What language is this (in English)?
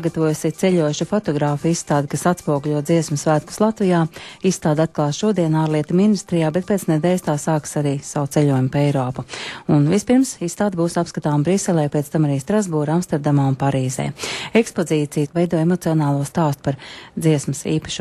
Latvian